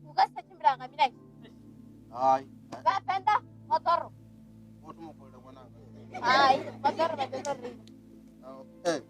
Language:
Venda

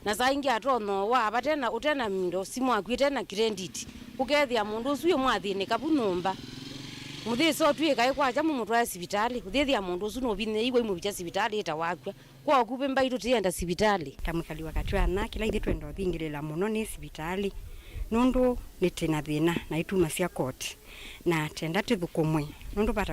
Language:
Kamba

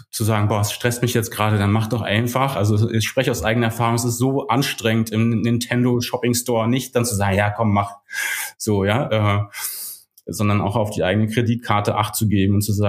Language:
German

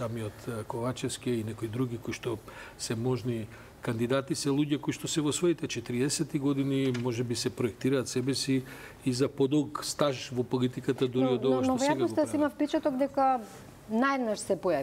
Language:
Macedonian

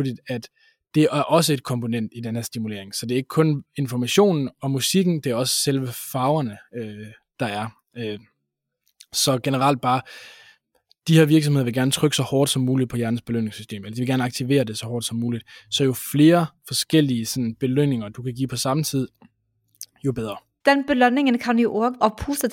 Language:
Danish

